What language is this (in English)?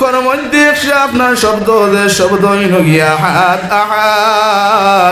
Sylheti